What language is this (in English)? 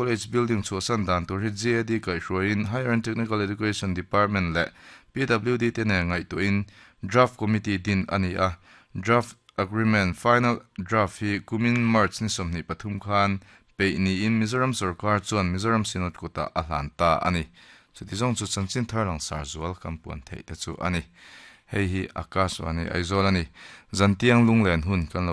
Mizo